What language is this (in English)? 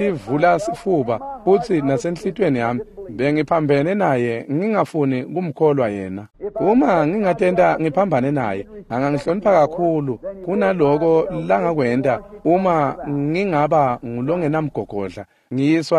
Swati